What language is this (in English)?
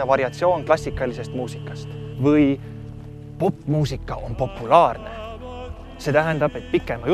Estonian